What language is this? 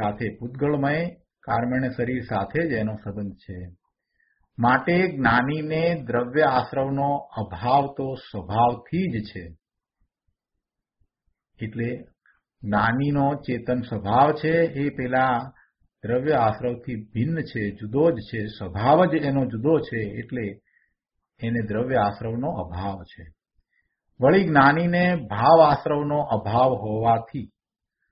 Gujarati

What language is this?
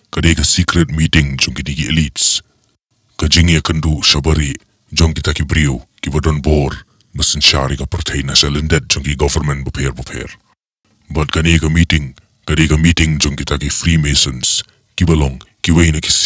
Khasi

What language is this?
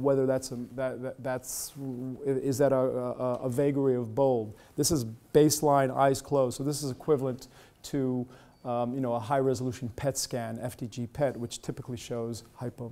English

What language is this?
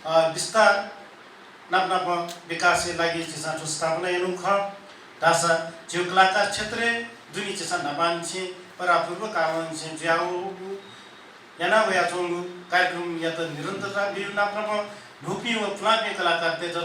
Newari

